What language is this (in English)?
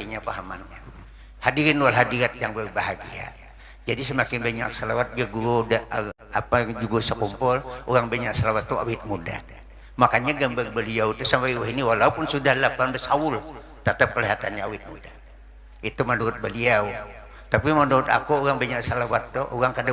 Banjar